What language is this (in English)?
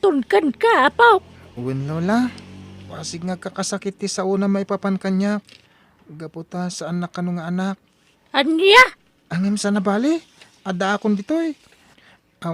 Iloko